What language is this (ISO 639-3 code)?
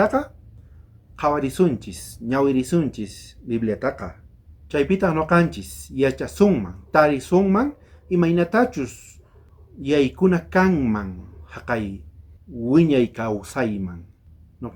quh